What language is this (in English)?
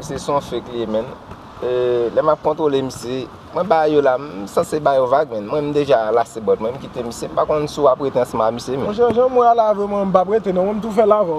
Haitian Creole